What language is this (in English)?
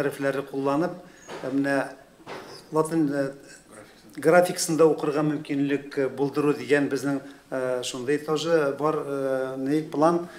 Tatar